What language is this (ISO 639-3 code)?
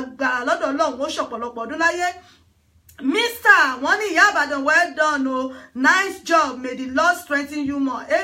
yor